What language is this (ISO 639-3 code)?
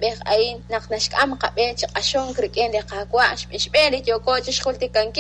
kek